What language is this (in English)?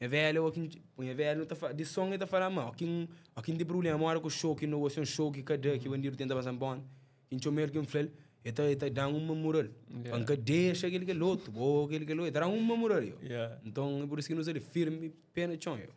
Kabuverdianu